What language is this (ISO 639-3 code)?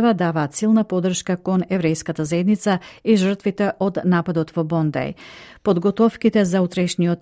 mkd